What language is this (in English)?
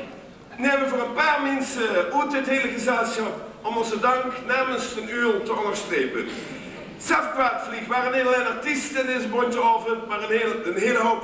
Limburgish